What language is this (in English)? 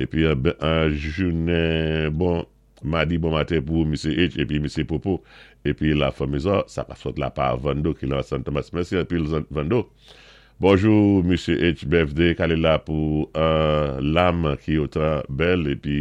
Saint Lucian Creole French